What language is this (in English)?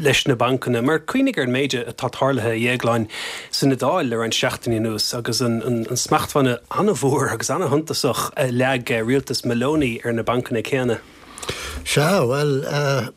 Irish